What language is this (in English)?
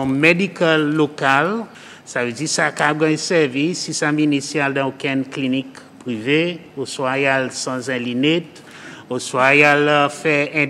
Seselwa Creole French